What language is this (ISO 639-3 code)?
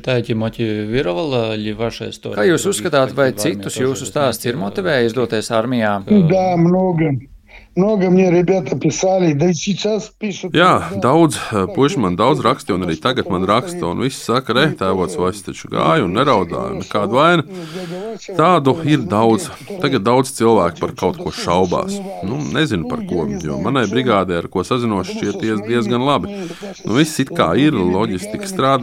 lav